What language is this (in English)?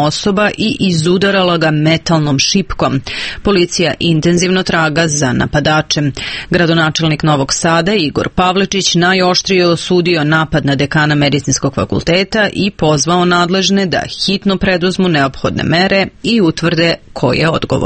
Serbian